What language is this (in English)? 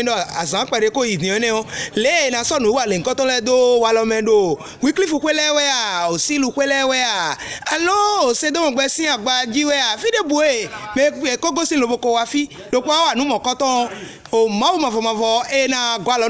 Fon